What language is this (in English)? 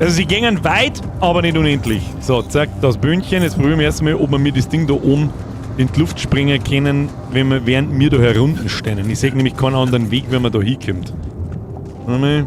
Bavarian